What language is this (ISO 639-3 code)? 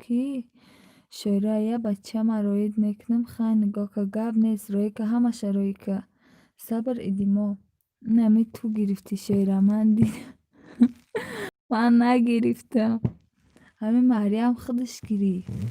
tgk